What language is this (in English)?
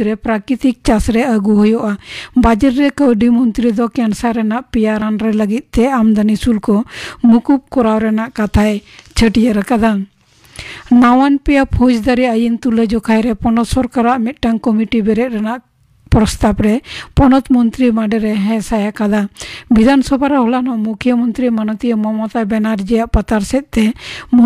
Santali